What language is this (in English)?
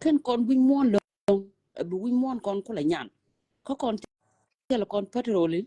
Nuer